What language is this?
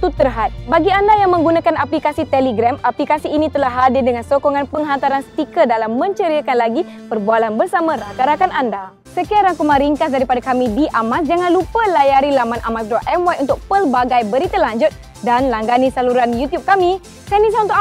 Malay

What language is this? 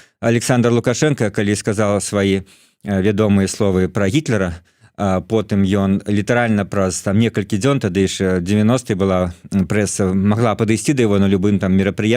Belarusian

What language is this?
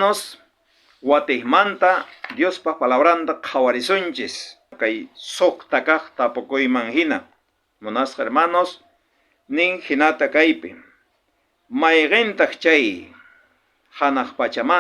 South Bolivian Quechua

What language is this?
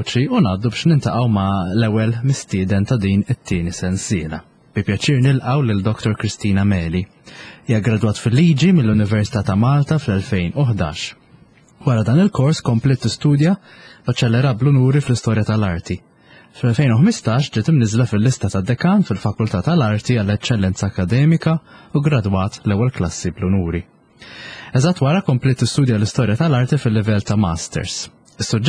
Maltese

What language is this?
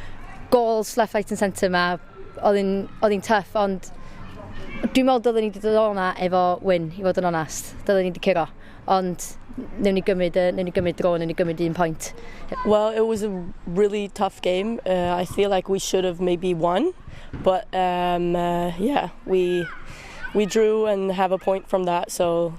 Welsh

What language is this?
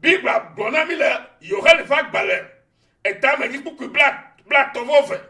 Ewe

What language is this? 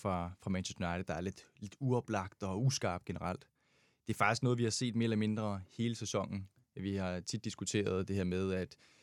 Danish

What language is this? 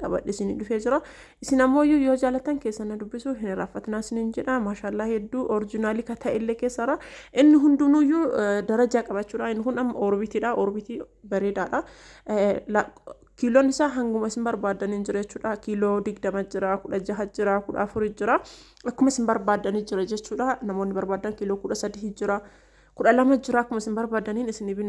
Oromo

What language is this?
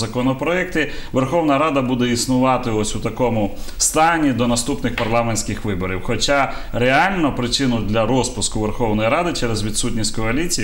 Ukrainian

